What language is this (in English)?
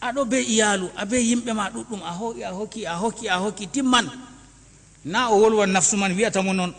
Fula